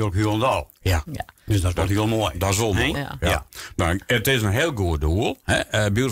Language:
Western Frisian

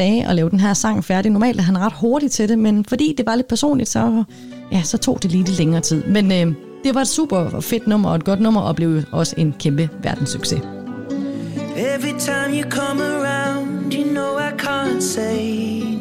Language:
Danish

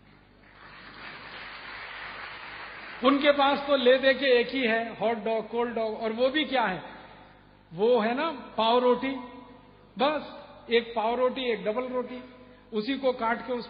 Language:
Hindi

